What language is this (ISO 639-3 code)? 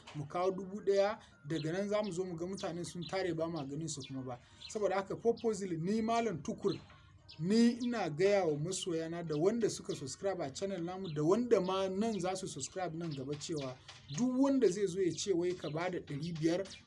hau